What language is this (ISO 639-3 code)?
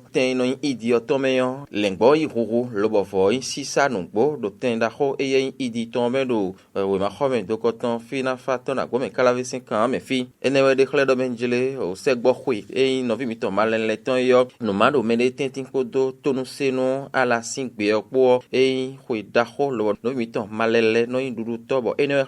fon